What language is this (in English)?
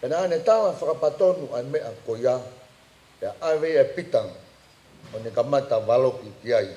Tongan